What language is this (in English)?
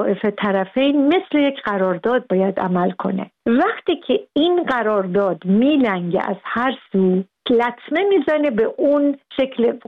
Persian